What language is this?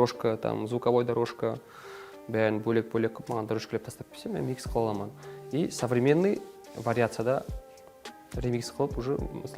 Kara-Kalpak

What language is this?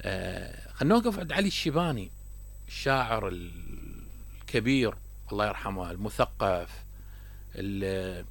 Mesopotamian Arabic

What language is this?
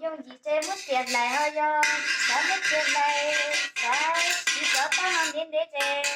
Hmong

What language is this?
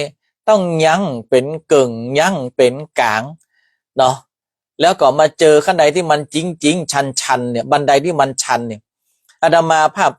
Northern Thai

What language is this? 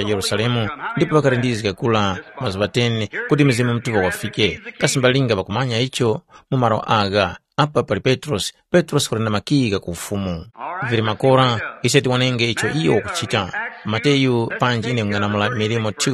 Tumbuka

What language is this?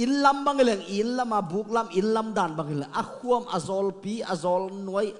Tedim Chin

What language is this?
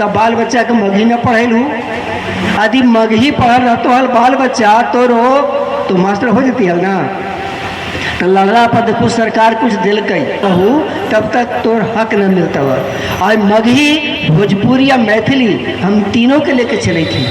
Magahi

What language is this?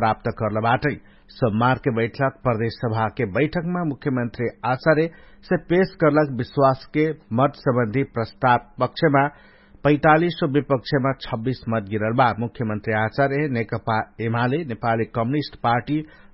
Dangaura Tharu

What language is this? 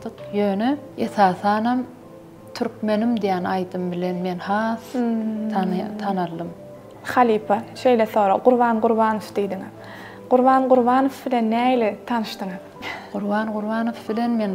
Turkmen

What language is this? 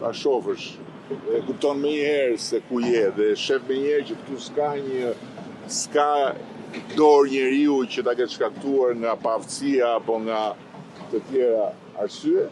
Albanian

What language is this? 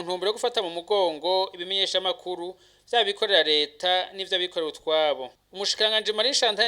Rundi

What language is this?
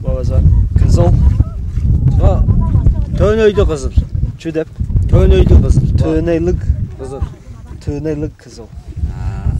Tuvinian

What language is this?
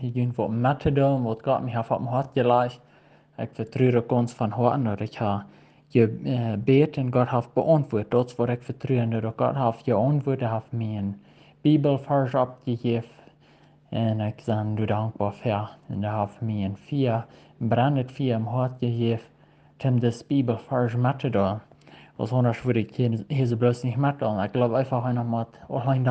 Plautdietsch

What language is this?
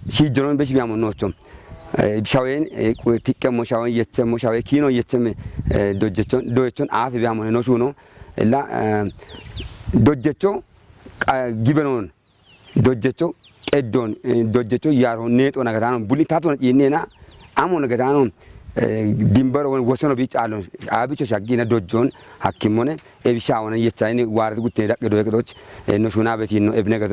Kafa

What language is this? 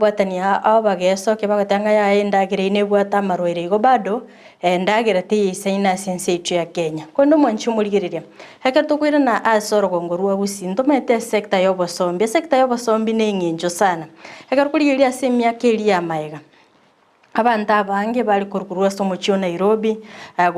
Gusii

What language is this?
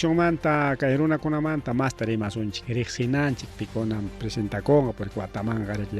Ayacucho Quechua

